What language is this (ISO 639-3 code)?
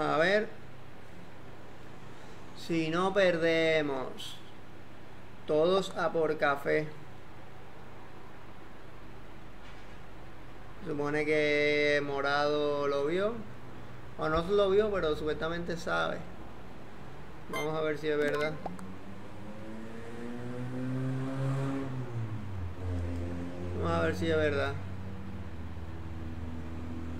spa